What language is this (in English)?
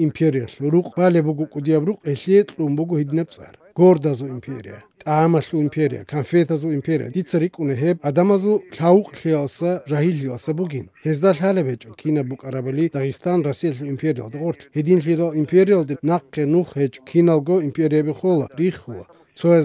Avaric